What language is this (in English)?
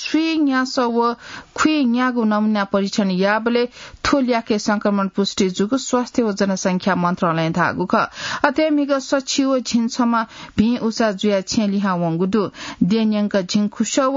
Newari